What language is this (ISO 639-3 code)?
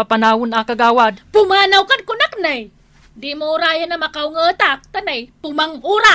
ilo